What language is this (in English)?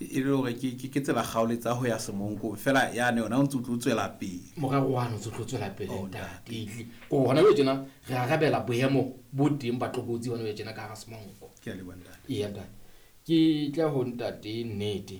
Southern Sotho